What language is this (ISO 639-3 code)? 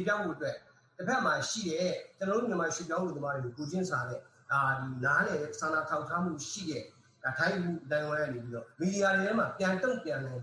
mya